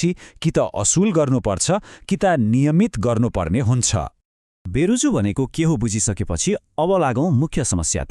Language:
Nepali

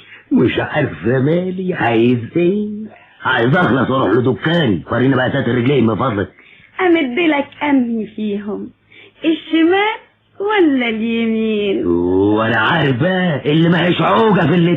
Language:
Egyptian Arabic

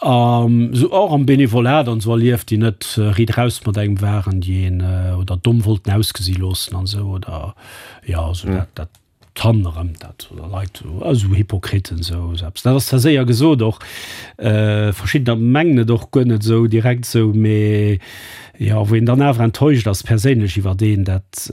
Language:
Luxembourgish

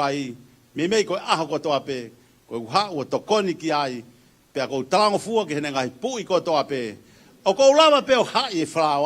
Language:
Tongan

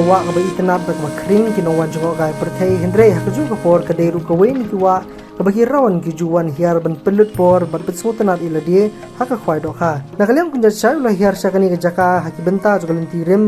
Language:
Khasi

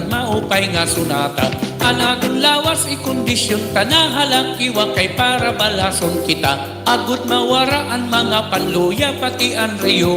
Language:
Waray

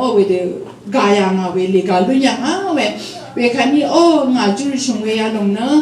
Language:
Rawang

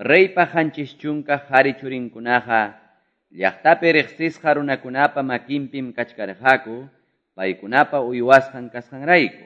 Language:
Quechua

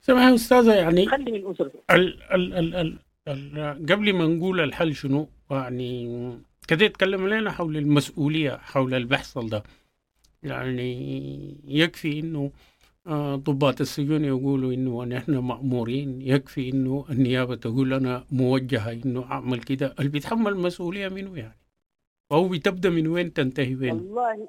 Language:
Sudanese Arabic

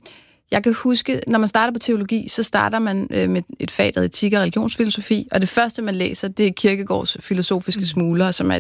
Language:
Danish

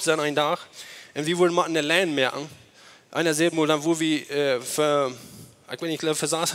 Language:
Plautdietsch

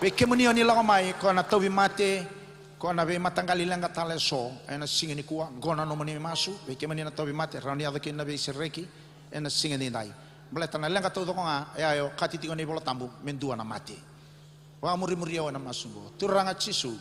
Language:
Fijian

